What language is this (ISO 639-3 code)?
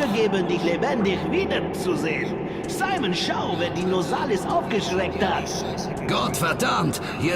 gsw